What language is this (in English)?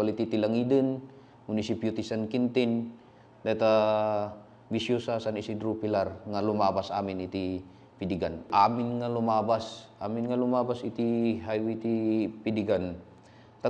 Iloko